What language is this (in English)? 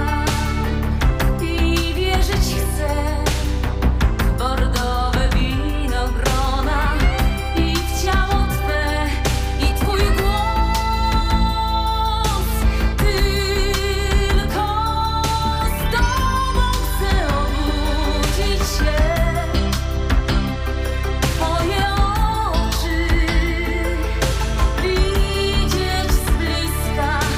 Polish